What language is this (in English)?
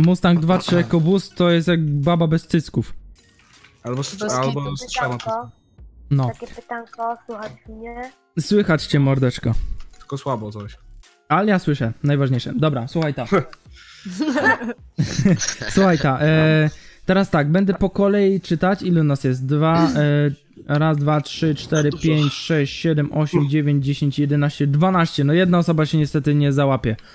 Polish